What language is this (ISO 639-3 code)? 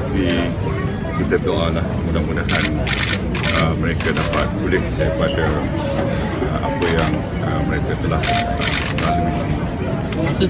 msa